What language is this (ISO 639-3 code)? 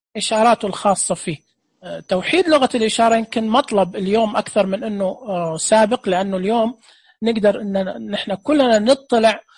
ars